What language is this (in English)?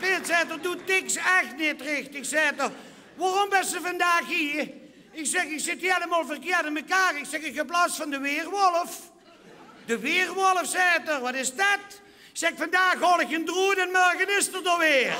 Limburgish